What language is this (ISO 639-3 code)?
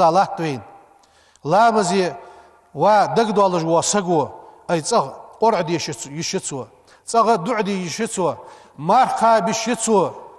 inh